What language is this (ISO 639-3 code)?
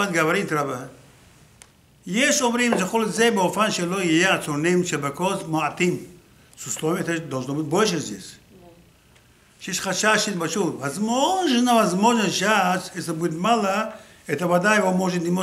rus